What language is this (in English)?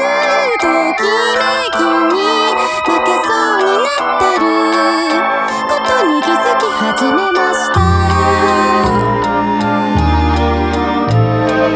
Japanese